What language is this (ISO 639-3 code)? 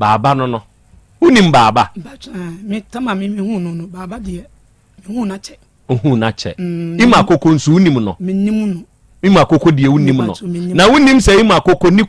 aka